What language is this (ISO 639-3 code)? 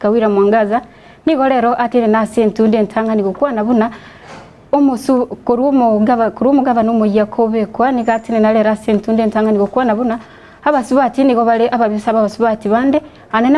guz